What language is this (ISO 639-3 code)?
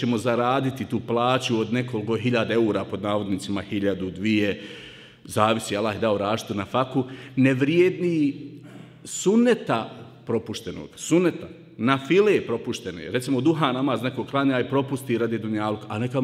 bos